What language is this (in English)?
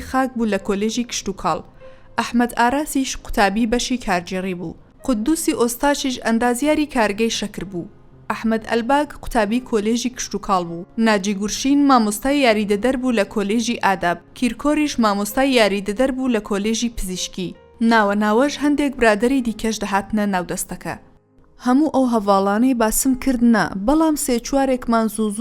Central Kurdish